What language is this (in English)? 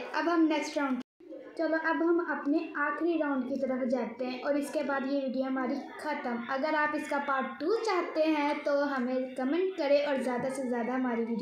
Hindi